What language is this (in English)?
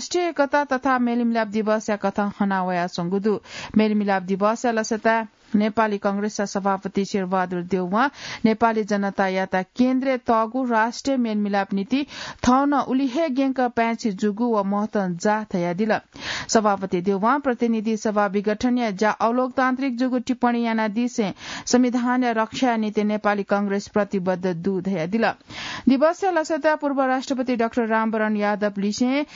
Newari